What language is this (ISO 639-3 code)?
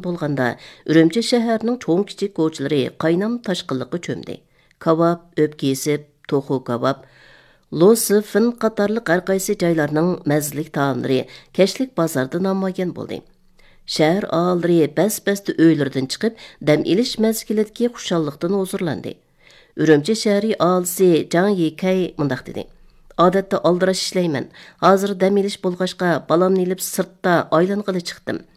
uig